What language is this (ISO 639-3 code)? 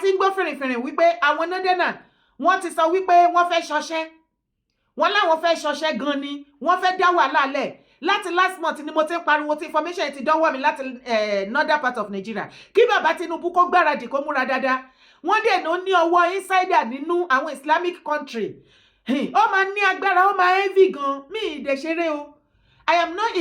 yor